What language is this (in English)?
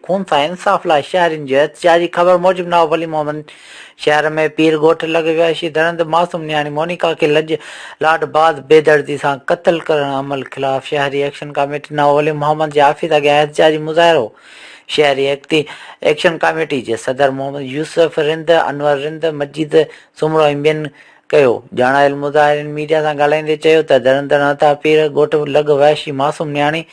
Sindhi